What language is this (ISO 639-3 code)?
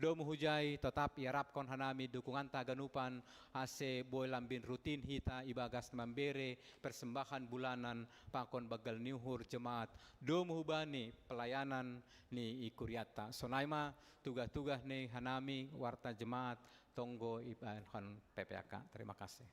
bts